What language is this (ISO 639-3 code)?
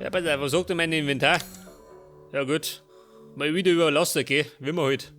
bar